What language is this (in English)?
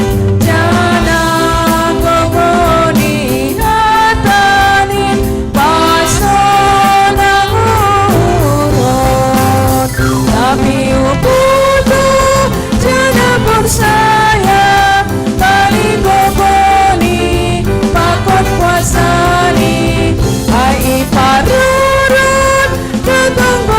Batak Simalungun